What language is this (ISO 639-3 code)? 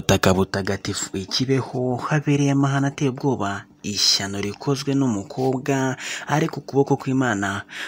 kin